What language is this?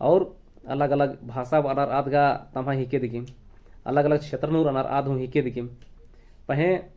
Kurukh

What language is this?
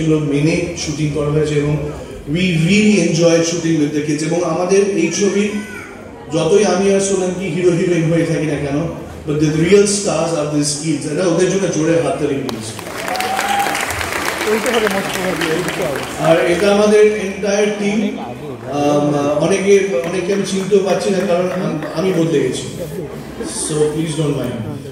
Bangla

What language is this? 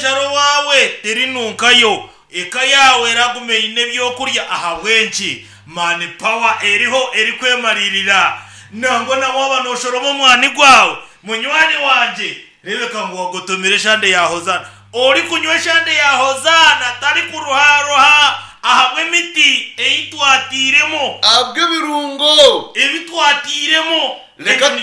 Nyankole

